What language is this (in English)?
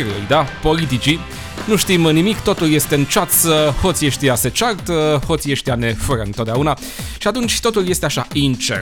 Romanian